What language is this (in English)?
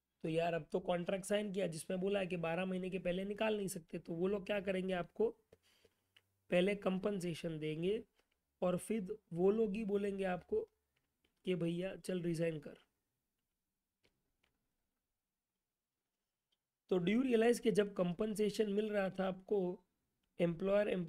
Hindi